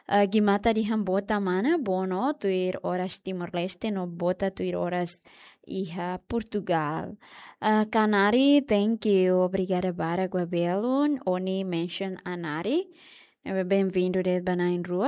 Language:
Tetum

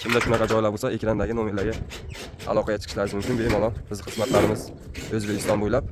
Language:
Uzbek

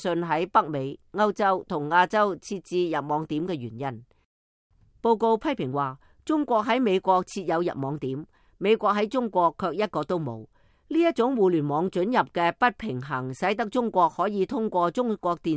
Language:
Cantonese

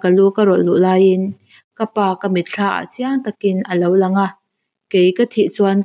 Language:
Mizo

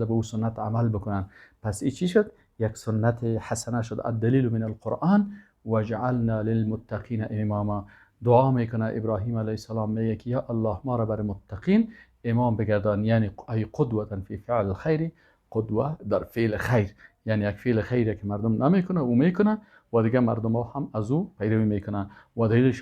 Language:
Persian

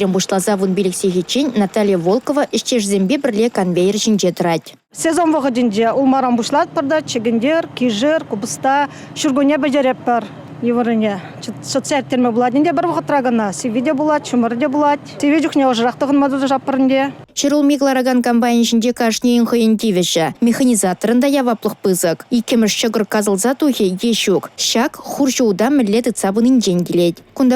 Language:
Chuvash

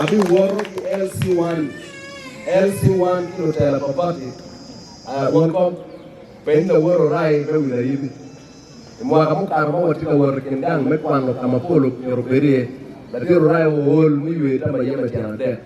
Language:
Acoli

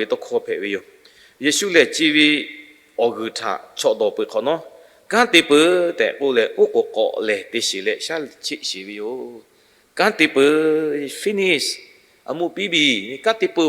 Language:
Lahu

